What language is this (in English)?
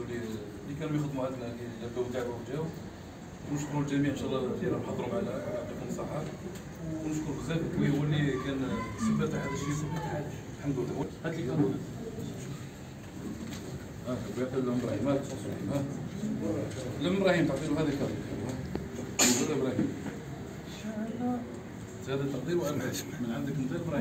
Algerian Arabic